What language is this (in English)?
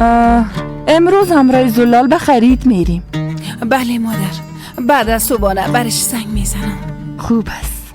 Persian